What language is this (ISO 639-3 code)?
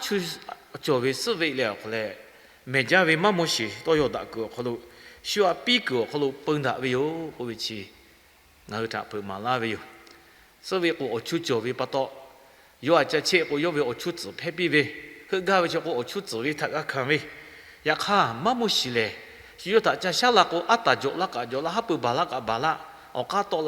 lhu